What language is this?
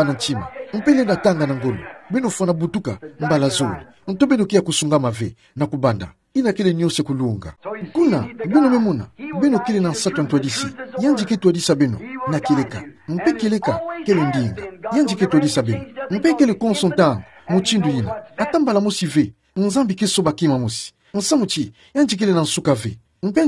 Kituba (Democratic Republic of Congo)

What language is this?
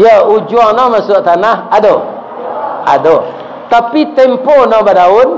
Minangkabau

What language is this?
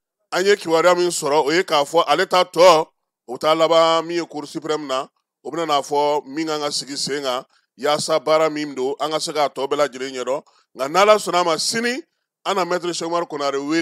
Bambara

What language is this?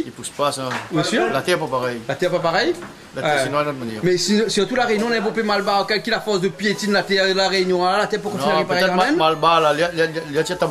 Réunion Creole French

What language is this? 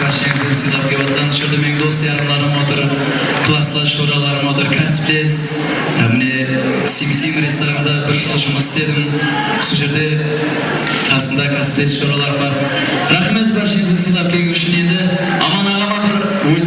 Kara-Kalpak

